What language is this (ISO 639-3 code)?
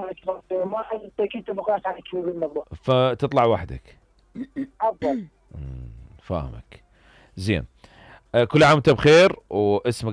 acm